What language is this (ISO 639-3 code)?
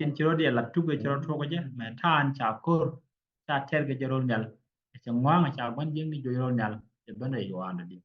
nus